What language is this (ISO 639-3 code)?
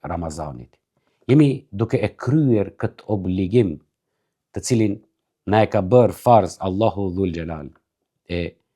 sqi